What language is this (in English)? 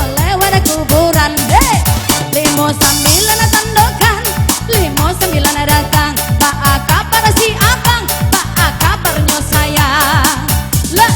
Minangkabau